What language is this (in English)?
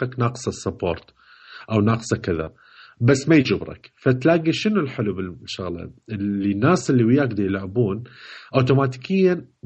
Mesopotamian Arabic